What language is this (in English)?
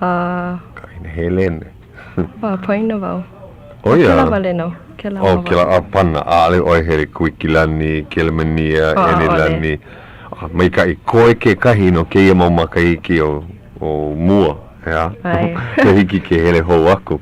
Hawaiian